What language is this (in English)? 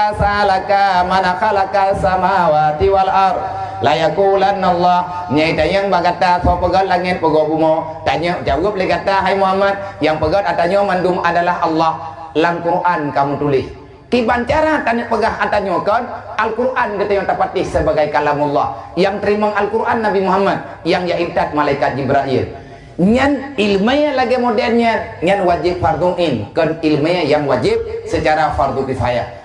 Achinese